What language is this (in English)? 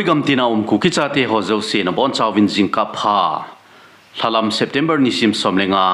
Thado Chin